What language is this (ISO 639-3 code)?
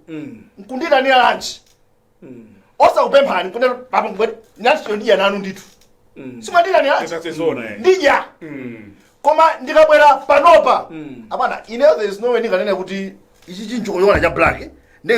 nya